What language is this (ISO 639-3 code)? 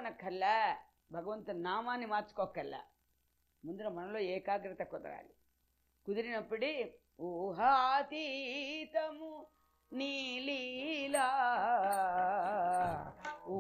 tel